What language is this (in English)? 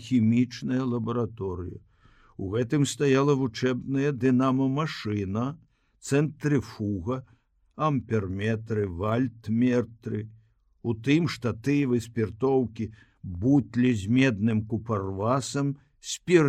Belarusian